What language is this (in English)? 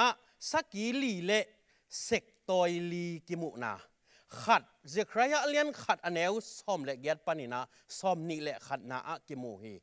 Tedim Chin